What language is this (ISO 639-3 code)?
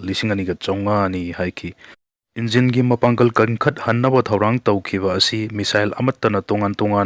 mni